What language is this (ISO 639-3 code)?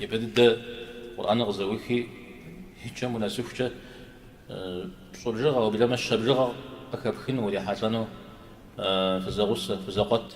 kbd